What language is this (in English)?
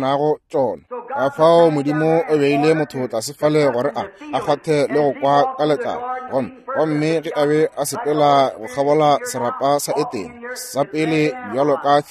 Northern Sotho